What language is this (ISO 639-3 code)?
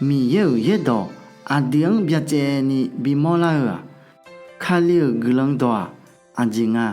ahk